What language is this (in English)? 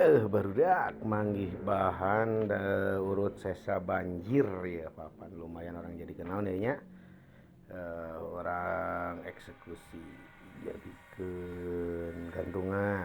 Sundanese